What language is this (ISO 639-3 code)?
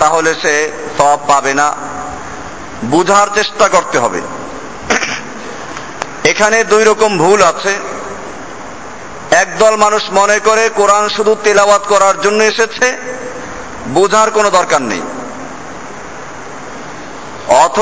ben